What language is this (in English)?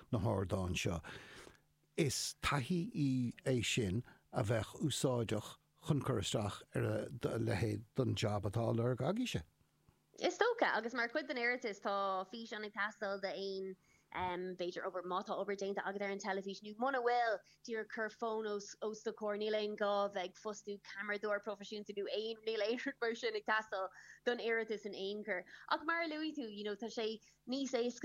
Irish